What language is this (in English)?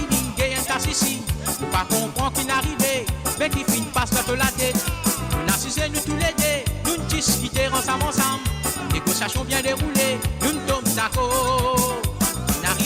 Morisyen